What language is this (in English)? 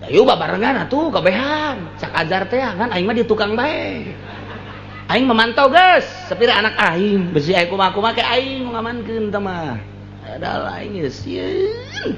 Sundanese